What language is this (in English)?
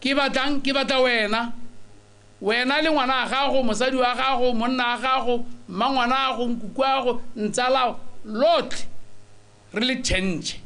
Tswana